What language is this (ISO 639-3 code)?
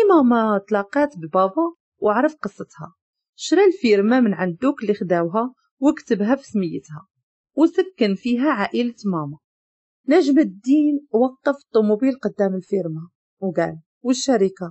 ary